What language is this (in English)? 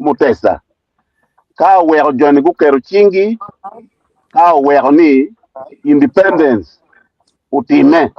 Acoli